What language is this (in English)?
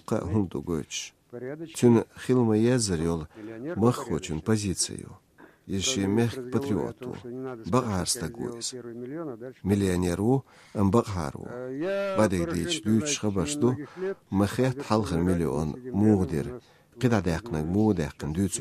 Chechen